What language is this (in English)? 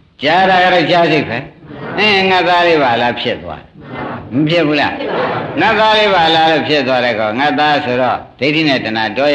Burmese